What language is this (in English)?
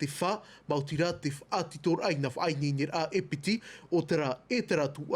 Tahitian